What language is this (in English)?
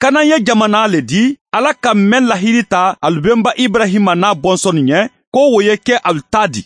Mandingo